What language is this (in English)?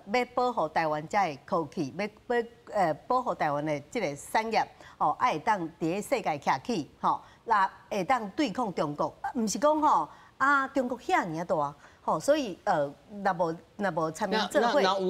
Min Nan Chinese